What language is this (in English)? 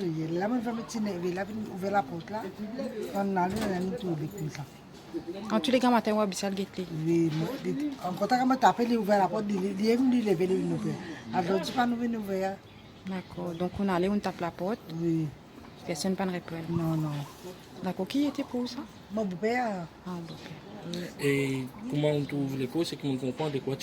Morisyen